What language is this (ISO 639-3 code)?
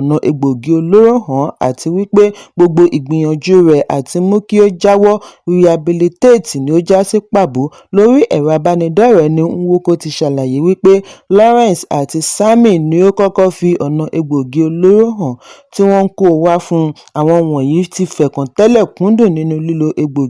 yor